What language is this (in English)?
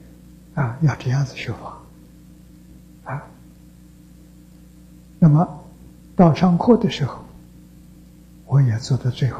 Chinese